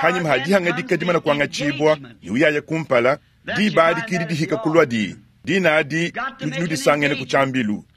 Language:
Luba-Lulua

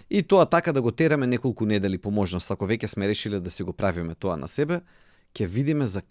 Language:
Macedonian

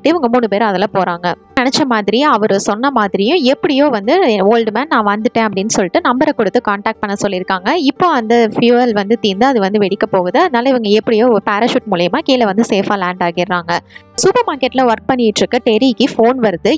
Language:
Tamil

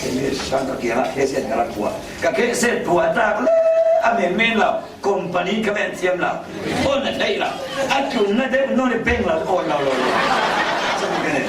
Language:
Falam Chin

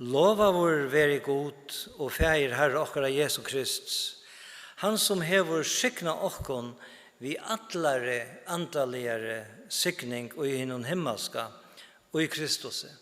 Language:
Faroese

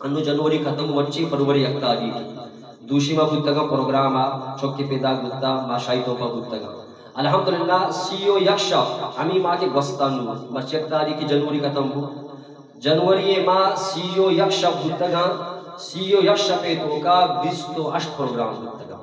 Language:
Eastern Balochi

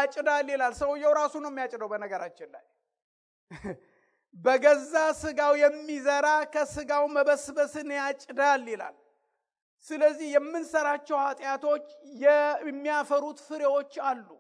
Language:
Amharic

